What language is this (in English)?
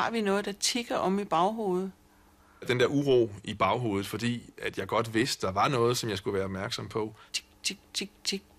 Danish